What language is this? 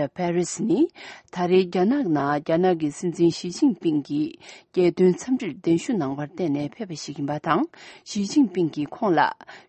Tibetan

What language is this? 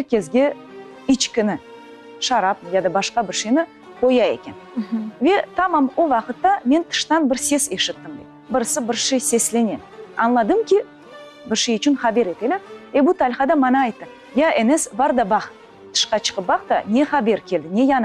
Crimean Tatar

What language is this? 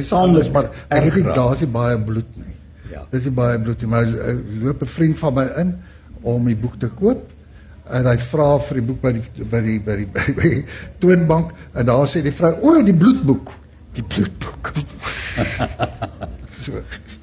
Afrikaans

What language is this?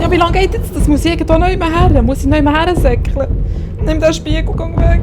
Swiss German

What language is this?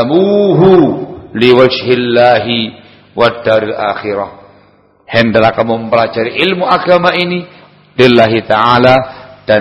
Indonesian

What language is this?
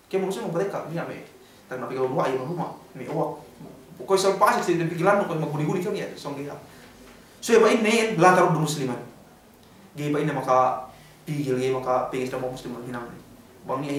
Yakan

